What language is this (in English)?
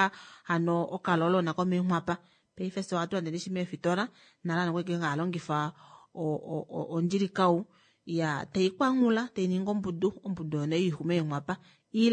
Kuanyama